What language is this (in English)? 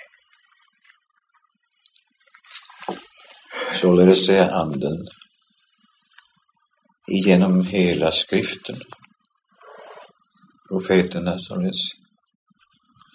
Swedish